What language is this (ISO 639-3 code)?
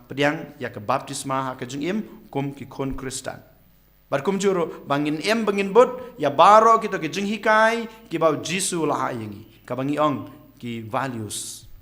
kha